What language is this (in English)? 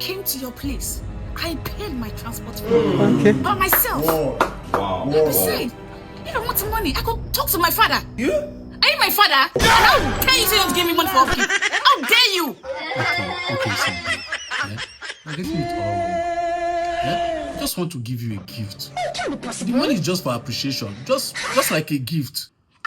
Nigerian Pidgin